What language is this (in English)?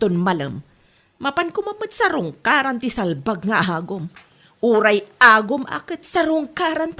Iloko